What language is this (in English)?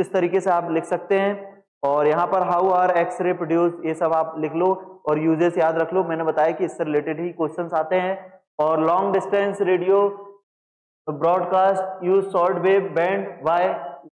Hindi